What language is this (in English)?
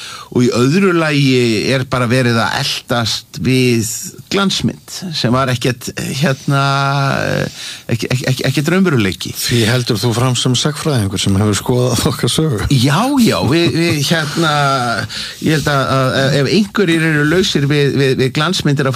Icelandic